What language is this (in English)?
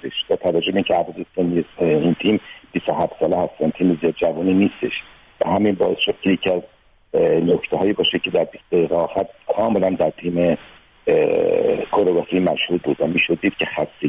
Persian